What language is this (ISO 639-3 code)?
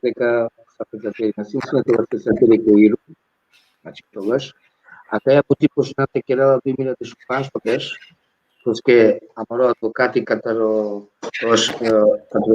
rmn